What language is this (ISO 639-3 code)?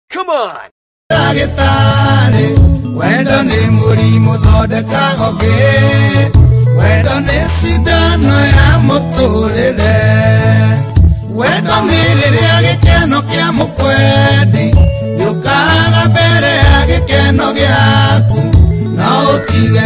kik